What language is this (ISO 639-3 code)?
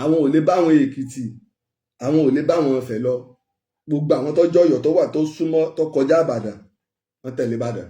yor